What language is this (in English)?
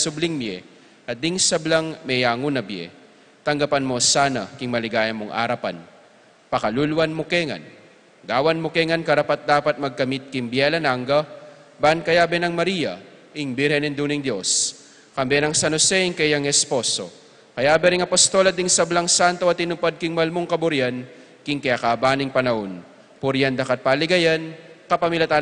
Pampanga